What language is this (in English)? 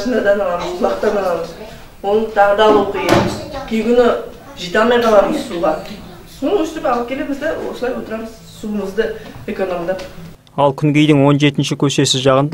Kazakh